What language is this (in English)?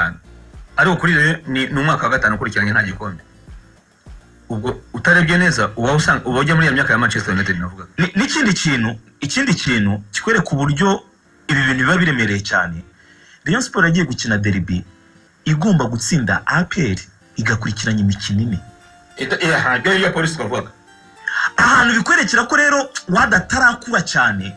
Kinyarwanda